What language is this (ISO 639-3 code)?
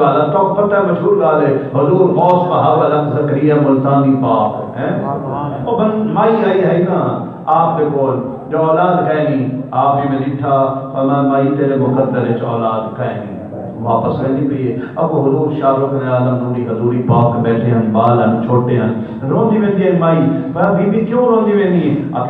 skr